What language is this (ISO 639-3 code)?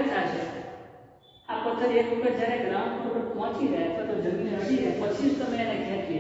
guj